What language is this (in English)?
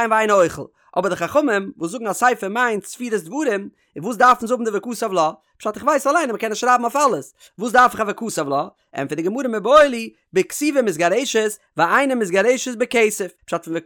Yiddish